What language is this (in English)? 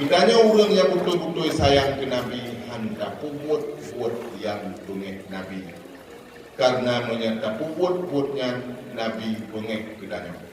Achinese